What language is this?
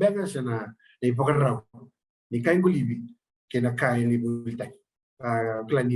Fijian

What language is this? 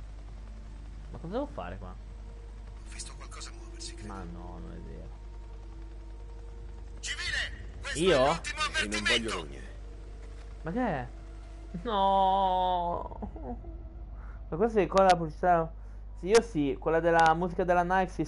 Italian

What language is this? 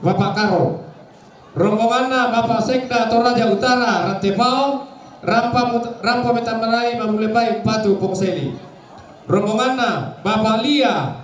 Toraja-Sa'dan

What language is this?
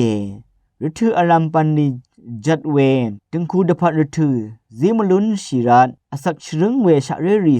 Rawang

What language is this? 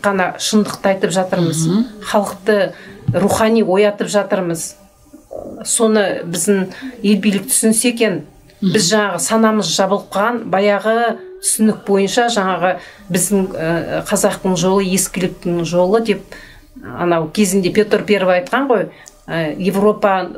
Kazakh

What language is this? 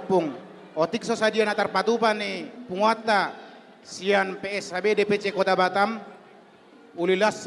Batak Toba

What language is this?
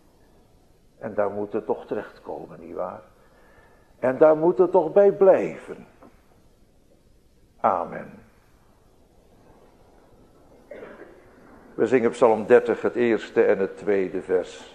Dutch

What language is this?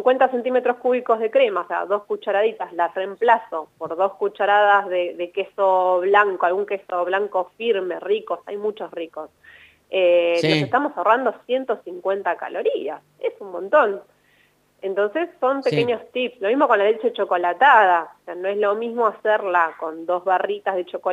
Spanish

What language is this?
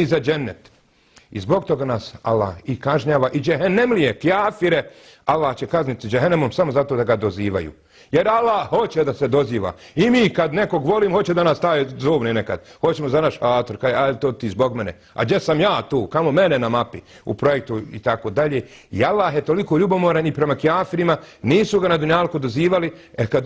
Bosnian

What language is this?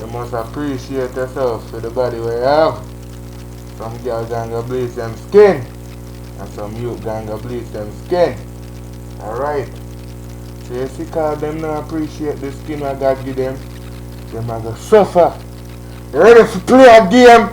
Jamaican Creole English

